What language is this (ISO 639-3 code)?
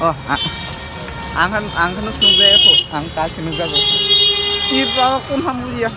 trp